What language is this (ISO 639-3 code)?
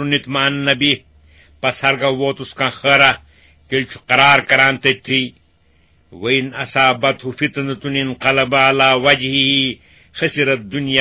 kas